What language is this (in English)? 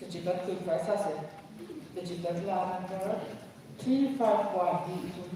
Tangkhul Naga (India)